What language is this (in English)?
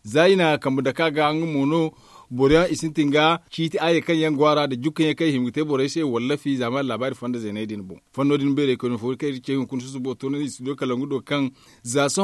Zarma